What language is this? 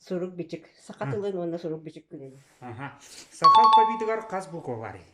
Yakut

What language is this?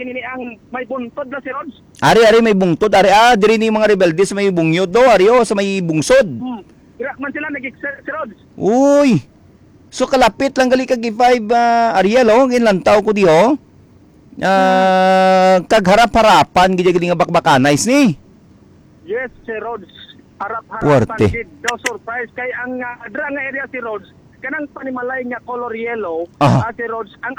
Hiligaynon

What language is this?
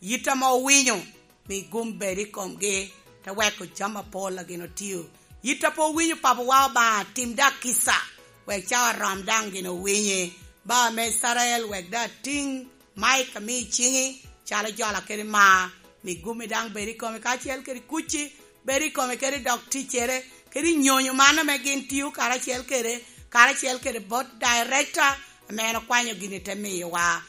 Lango (Uganda)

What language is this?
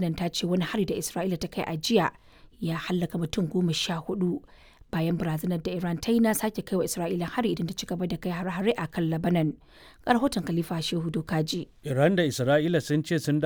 Hausa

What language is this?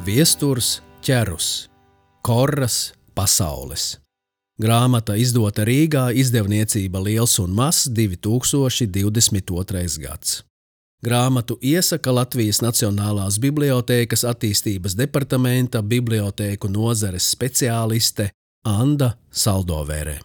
Latvian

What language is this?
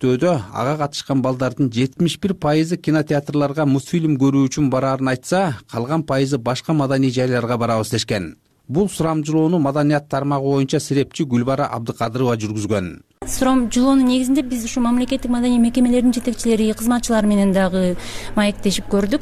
Kyrgyz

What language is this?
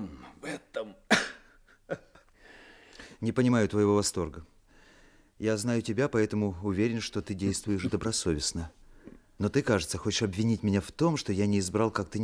Russian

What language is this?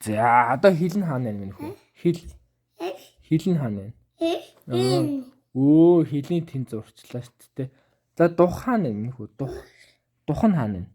Mongolian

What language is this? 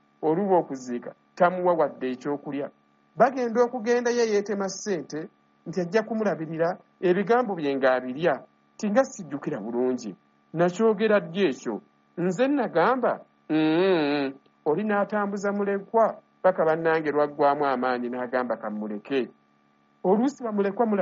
Ganda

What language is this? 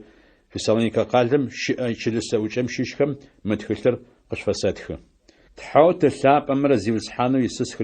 Adyghe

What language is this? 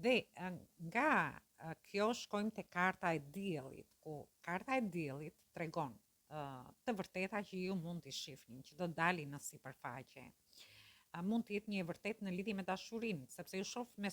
Albanian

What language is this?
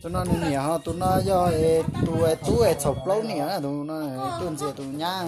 Hmong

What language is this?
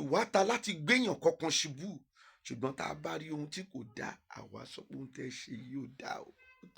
Yoruba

